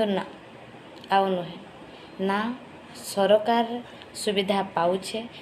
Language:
Odia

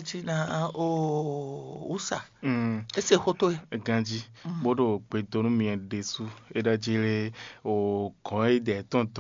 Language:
Fon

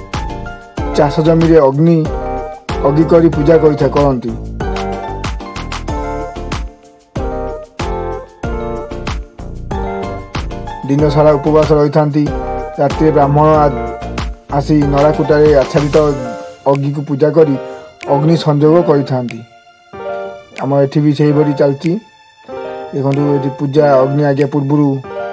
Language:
Odia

